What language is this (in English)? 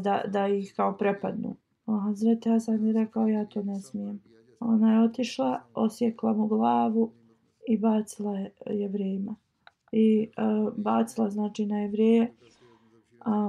Bosnian